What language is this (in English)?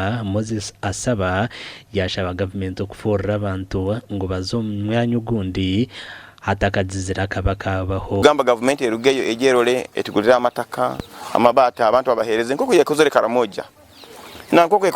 Nyankole